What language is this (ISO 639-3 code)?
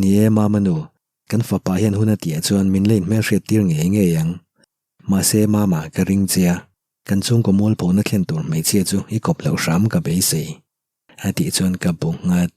lus